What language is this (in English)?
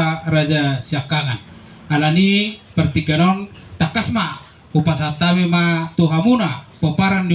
Batak Toba